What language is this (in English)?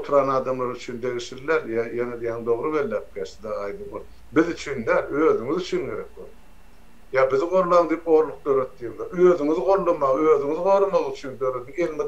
Turkmen